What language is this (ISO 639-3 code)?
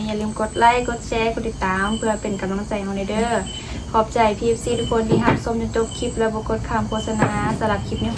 lao